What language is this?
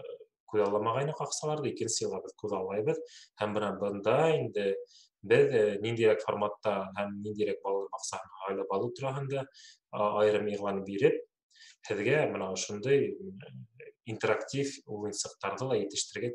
Bashkir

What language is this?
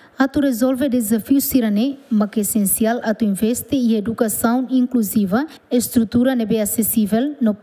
Tetum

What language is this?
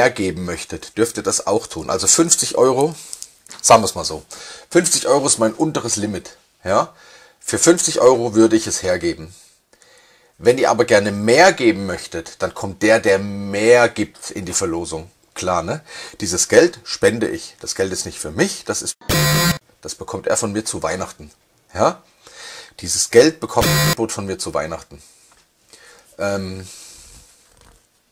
German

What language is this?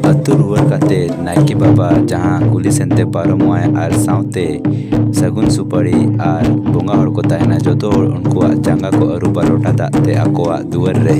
Santali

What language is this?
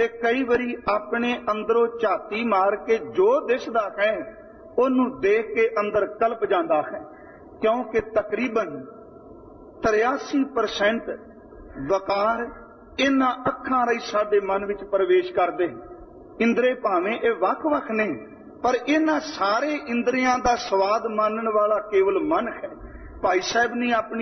Punjabi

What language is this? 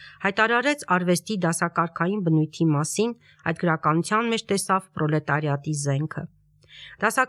Armenian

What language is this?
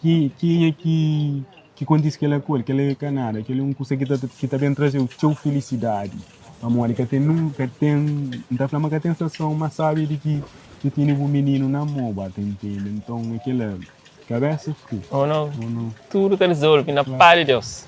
Kabuverdianu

